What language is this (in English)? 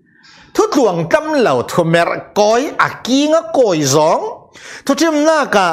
Falam Chin